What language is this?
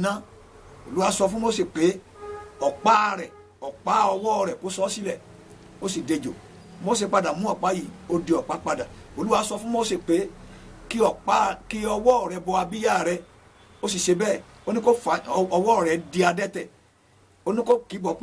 Yoruba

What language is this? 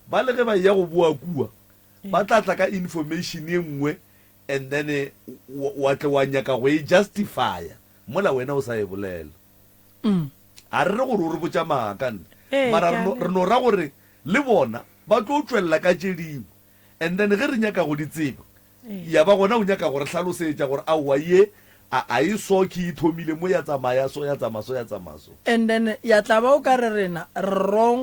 Northern Sotho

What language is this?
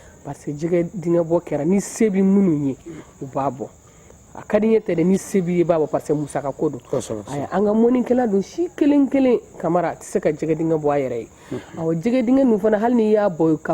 Bambara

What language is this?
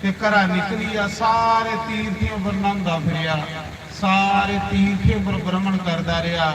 Dogri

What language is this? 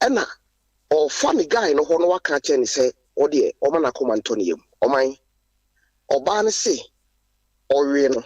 Akan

